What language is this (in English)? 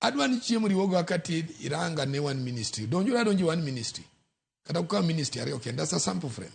Luo (Kenya and Tanzania)